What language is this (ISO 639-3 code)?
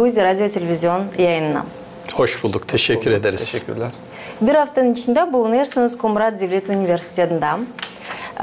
gag